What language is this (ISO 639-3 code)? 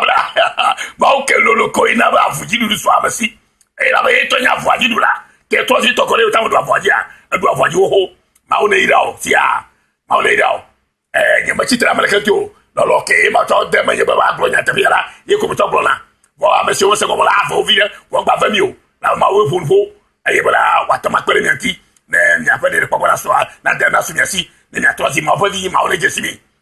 ewe